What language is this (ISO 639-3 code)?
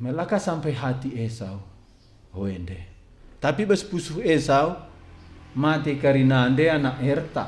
btx